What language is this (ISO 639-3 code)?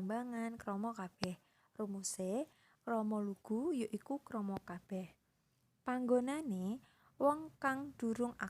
jav